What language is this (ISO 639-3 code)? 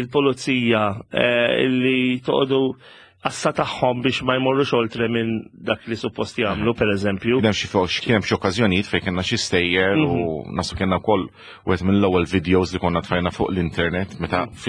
mlt